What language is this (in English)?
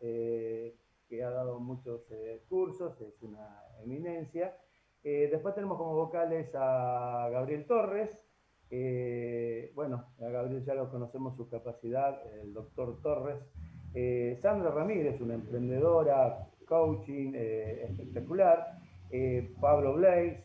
Spanish